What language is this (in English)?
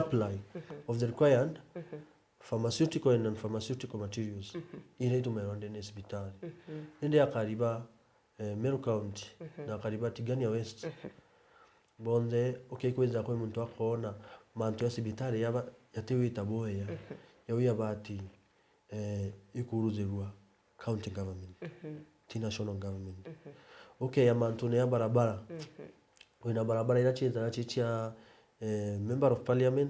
Meru